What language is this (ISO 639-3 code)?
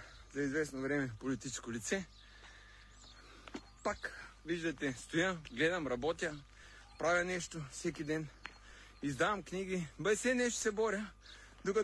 bul